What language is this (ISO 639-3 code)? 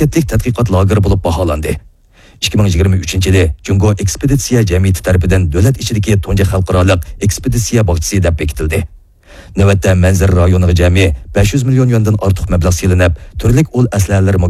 uig